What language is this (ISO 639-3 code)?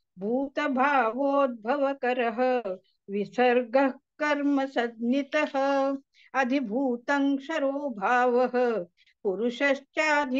san